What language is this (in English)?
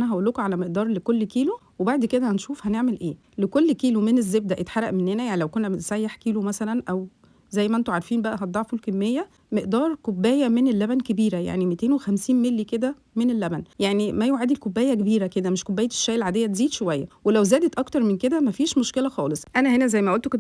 Egyptian Arabic